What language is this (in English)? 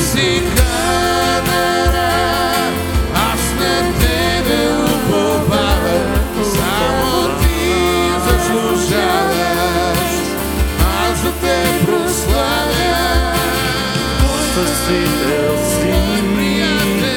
Bulgarian